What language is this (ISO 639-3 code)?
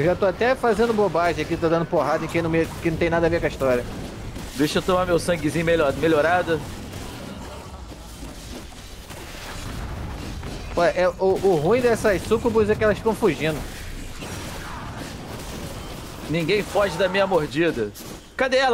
por